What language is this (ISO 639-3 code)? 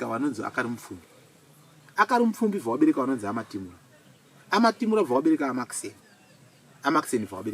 sna